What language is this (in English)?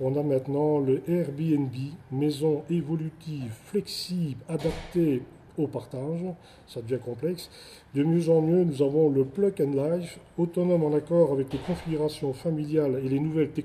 French